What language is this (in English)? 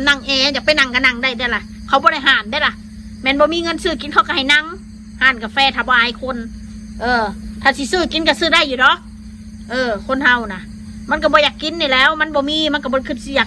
Lao